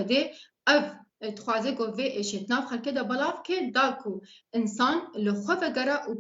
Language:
Kurdish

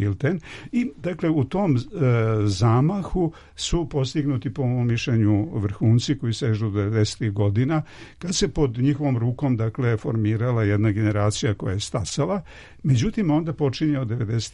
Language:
Serbian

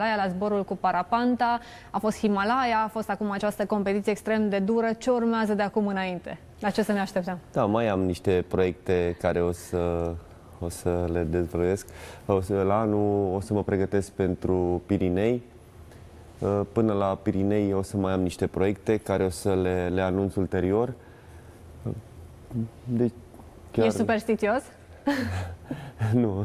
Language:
Romanian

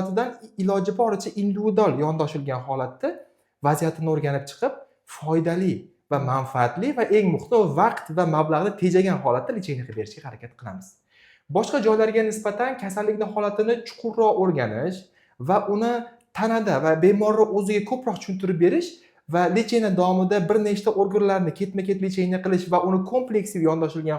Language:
Uzbek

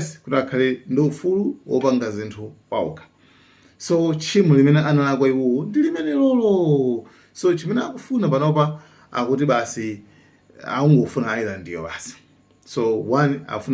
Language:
Nyanja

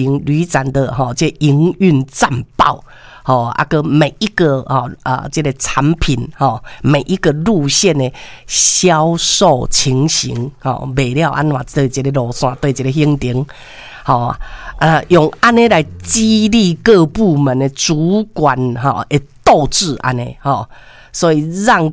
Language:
Min Nan Chinese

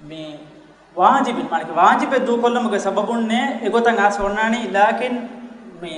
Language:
Divehi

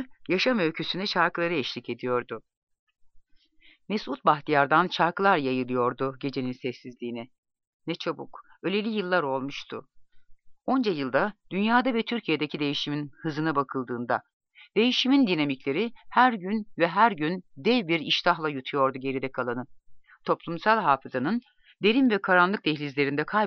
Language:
Turkish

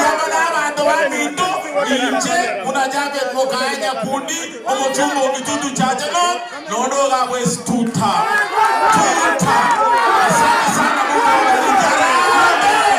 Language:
Gusii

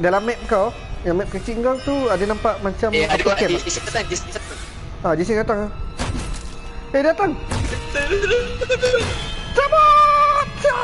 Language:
Malay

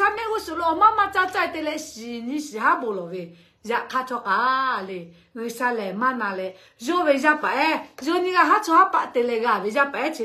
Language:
Lahu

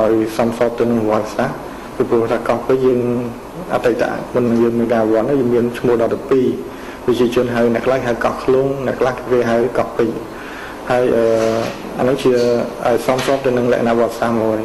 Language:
Khmer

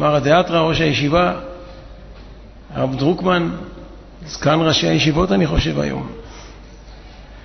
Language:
Hebrew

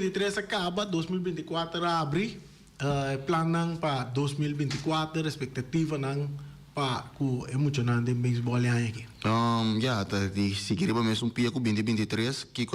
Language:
Papiamento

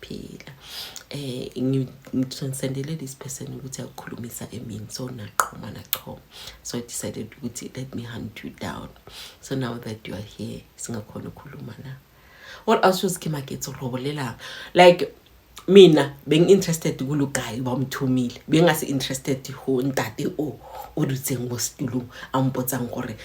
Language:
Zulu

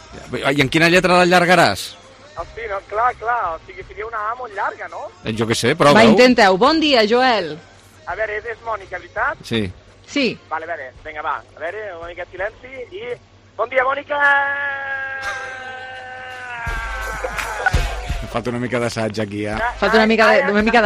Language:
Catalan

